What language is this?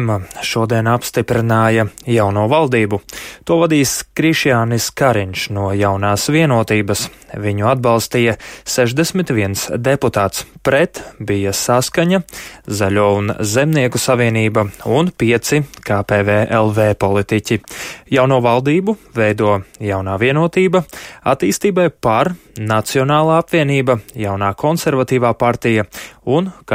Latvian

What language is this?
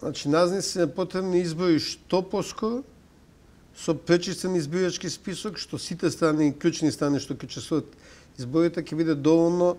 Macedonian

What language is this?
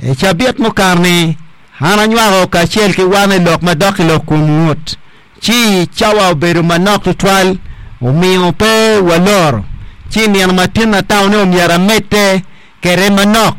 Acoli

